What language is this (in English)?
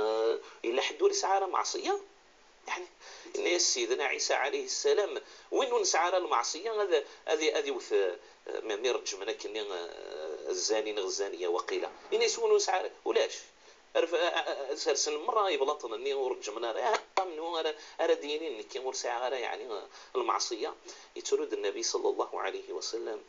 Kabyle